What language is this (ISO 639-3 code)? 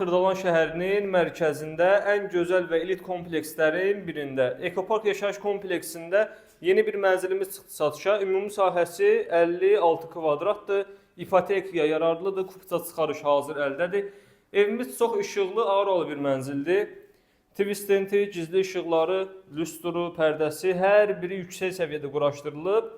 aze